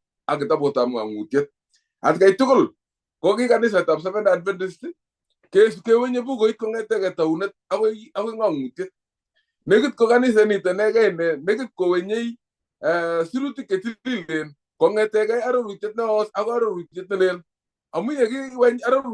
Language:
Kalenjin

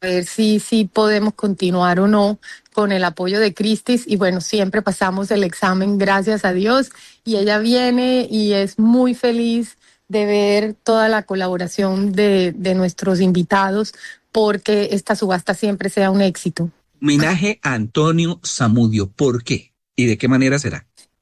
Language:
Spanish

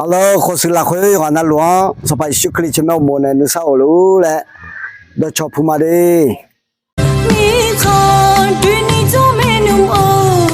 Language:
Akha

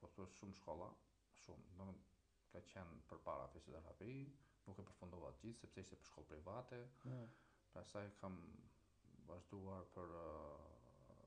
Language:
Albanian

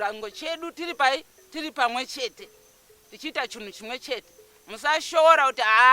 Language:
Shona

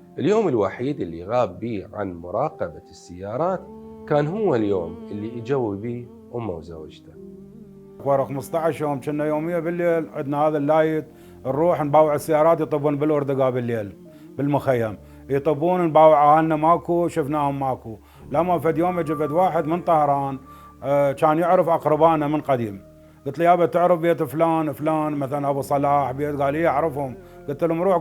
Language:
Mesopotamian Arabic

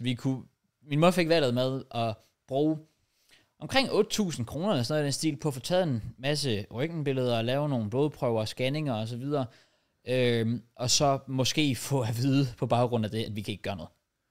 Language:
Danish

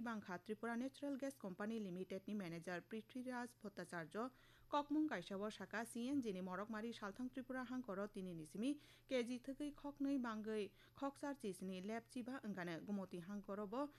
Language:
Kok Borok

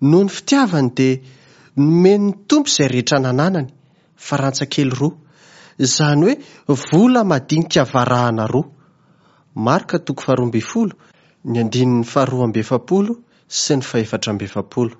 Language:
Malagasy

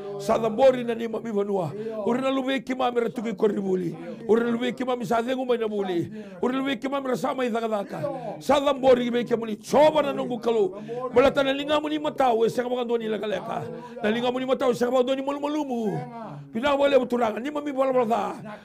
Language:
Fijian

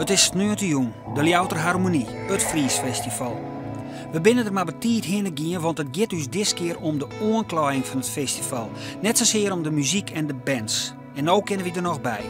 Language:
Western Frisian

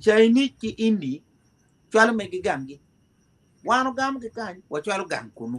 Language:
Acoli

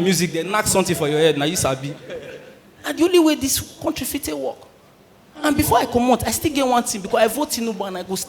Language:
Nigerian Pidgin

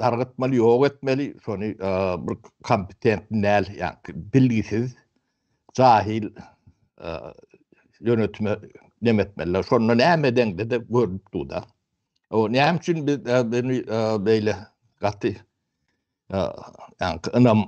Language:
Turkmen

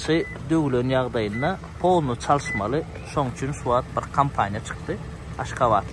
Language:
Turkmen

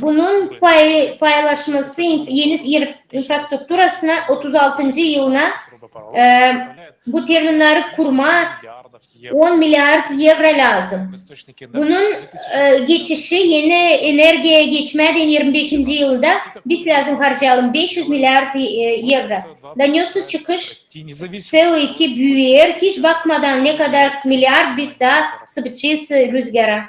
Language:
Gagauz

